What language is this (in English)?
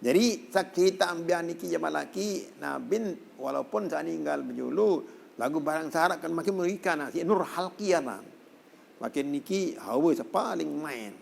Sasak